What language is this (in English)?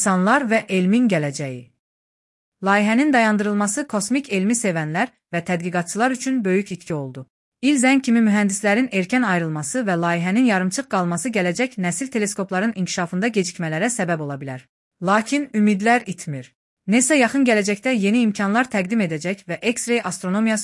Azerbaijani